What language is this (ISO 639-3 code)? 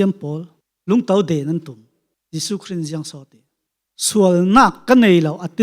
cfm